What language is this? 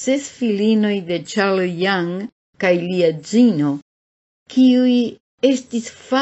Esperanto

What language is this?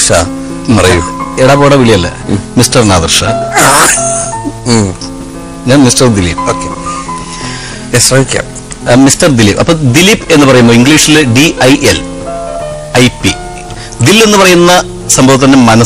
Malayalam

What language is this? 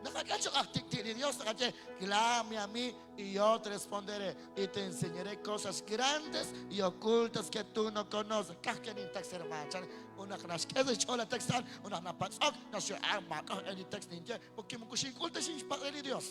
Kekchí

